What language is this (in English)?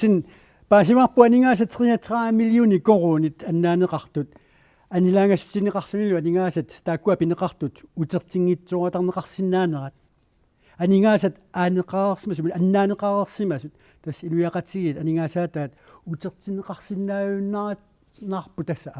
Kalaallisut